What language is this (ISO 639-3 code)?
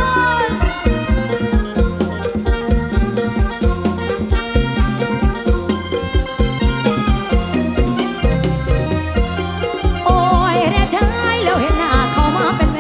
tha